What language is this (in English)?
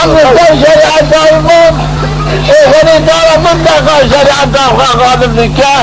Zaza